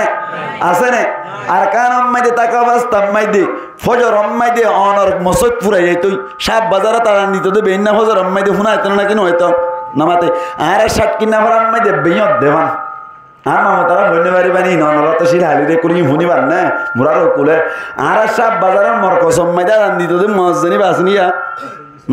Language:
Rohingya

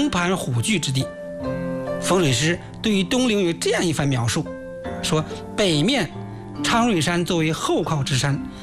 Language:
Chinese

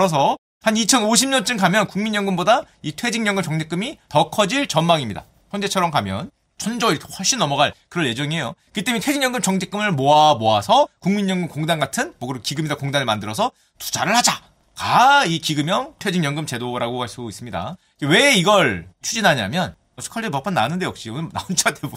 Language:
Korean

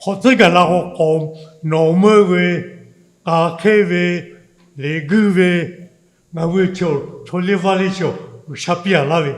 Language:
Lahu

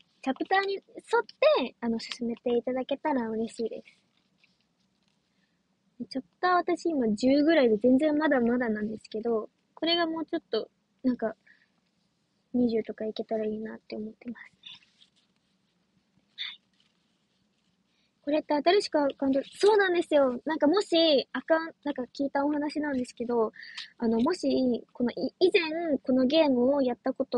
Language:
Japanese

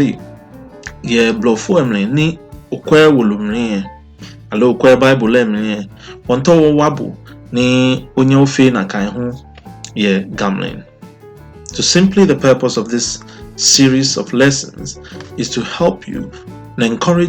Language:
Ga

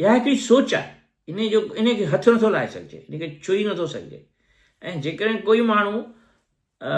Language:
Sindhi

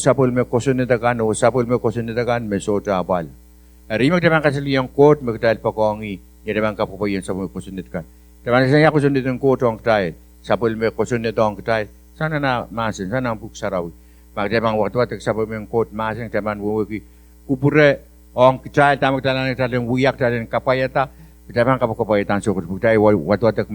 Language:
Pohnpeian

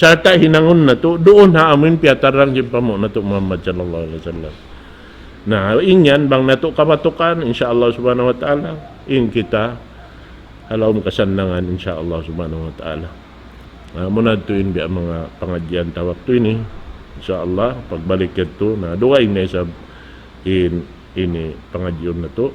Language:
Tausug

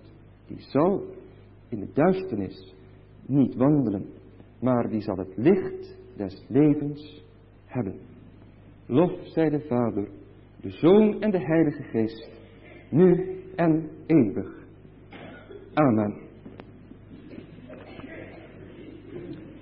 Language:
Dutch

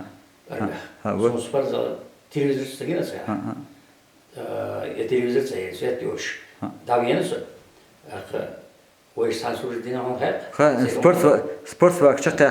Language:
Chechen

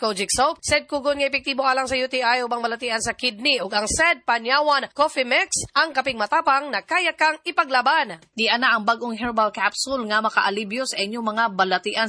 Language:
Cebuano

